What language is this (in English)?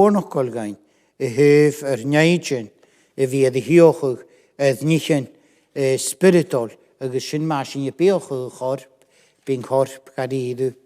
Scottish Gaelic